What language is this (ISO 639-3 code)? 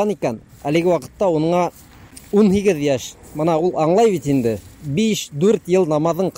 bak